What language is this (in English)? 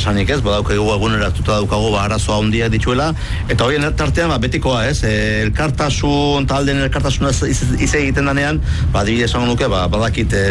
Basque